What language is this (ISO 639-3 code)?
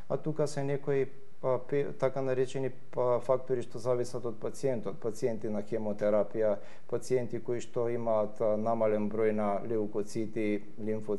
mkd